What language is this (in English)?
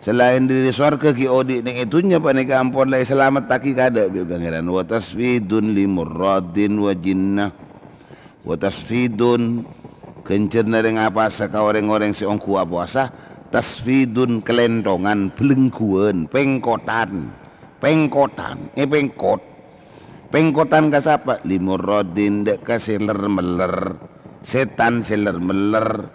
Madurese